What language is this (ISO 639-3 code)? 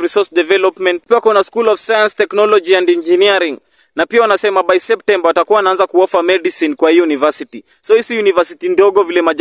swa